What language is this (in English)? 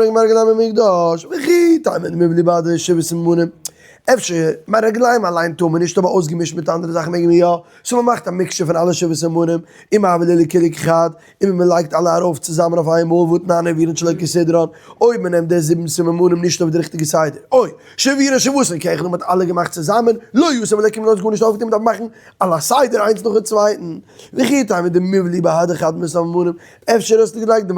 Yiddish